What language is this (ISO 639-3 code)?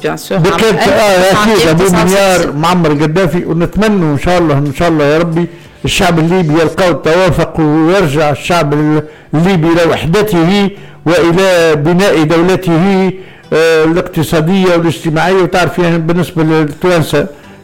aeb